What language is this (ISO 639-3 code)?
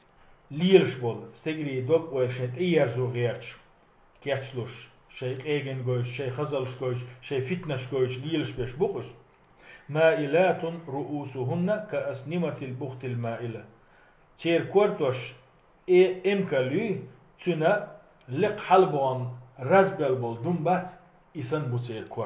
che